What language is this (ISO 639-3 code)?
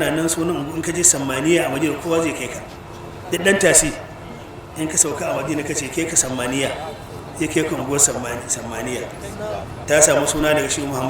hau